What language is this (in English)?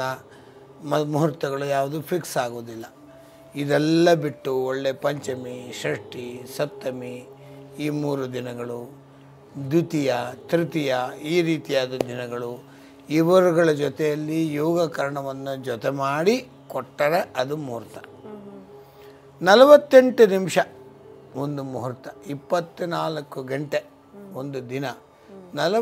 Kannada